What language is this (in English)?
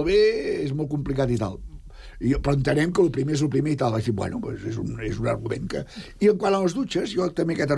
Catalan